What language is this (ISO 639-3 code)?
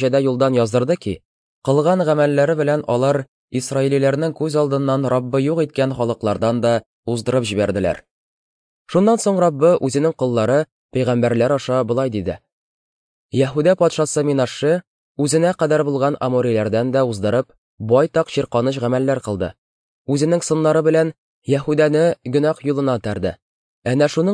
tat